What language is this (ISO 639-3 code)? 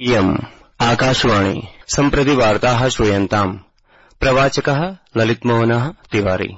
san